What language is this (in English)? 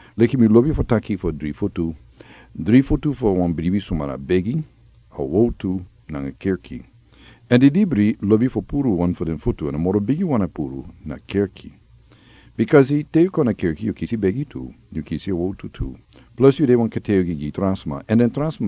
Sranan Tongo